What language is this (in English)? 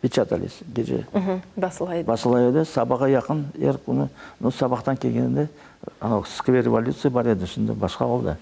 Crimean Tatar